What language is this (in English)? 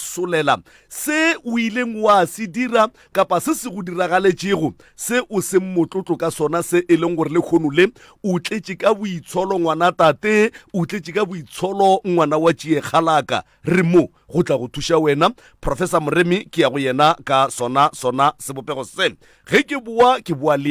Northern Sotho